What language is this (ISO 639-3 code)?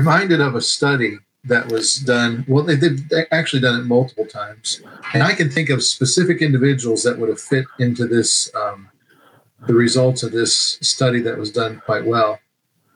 eng